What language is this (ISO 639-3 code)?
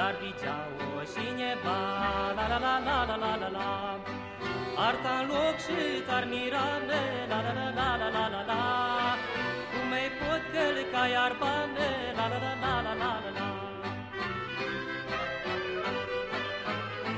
ron